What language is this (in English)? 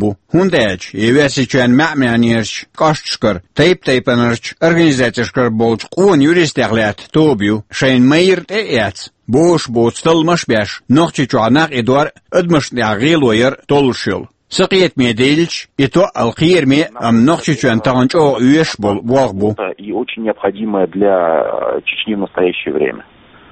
Chechen